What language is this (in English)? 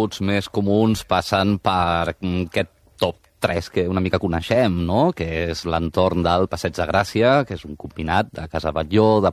Catalan